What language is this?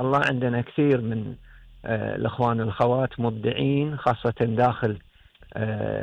Gulf Arabic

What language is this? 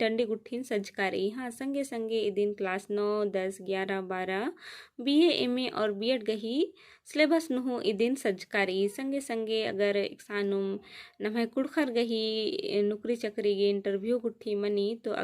Kurukh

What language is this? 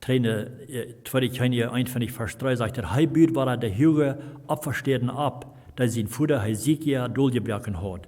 Plautdietsch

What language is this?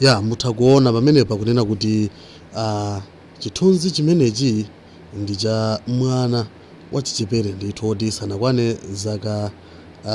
Nyanja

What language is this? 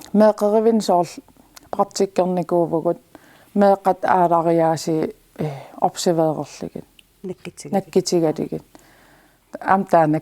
Kalaallisut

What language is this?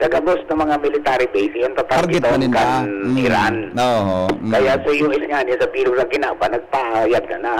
Bikol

